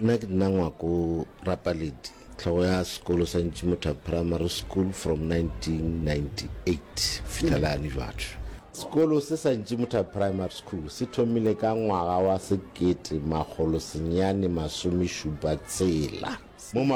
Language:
Northern Sotho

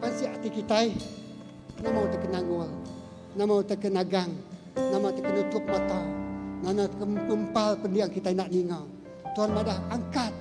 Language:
Iban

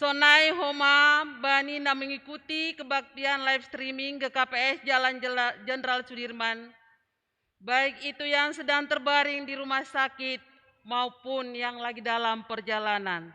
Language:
Batak Simalungun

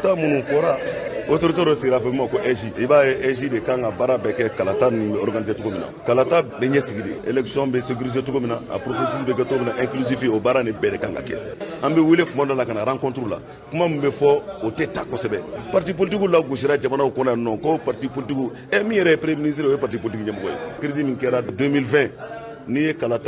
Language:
Bambara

